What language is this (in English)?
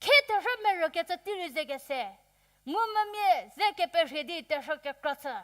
Angami Naga